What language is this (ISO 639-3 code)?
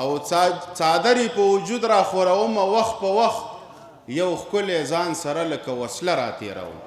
pus